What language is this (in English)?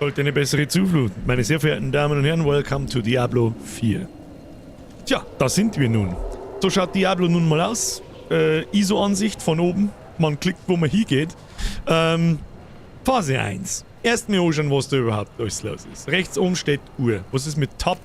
Bavarian